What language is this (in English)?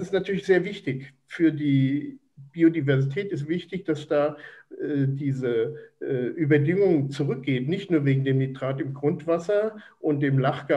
German